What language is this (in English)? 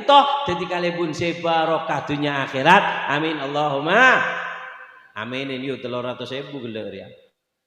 Madurese